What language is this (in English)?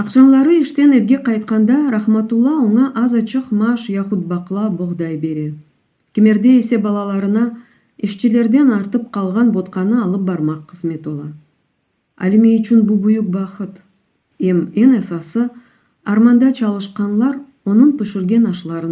Crimean Tatar